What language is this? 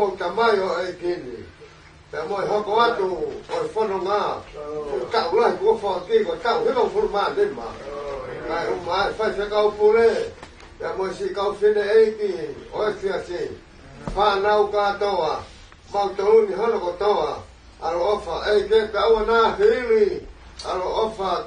Tongan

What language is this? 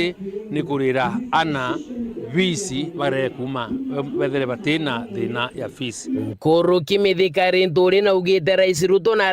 Meru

